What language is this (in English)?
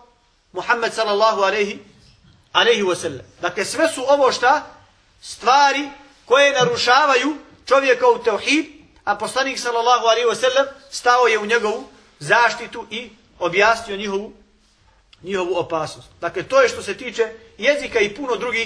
Bosnian